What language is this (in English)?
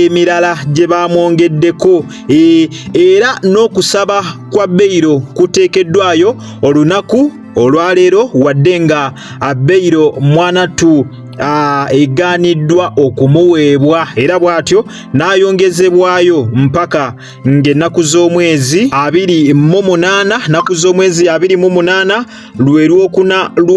Ganda